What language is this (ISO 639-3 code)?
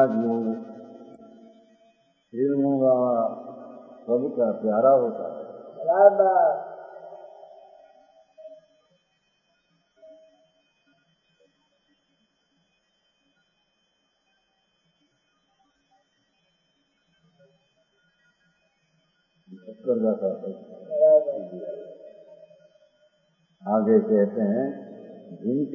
guj